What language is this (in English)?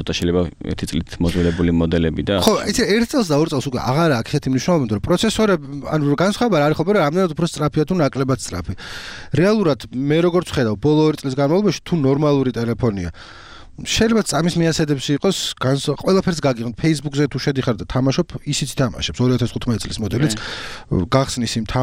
Georgian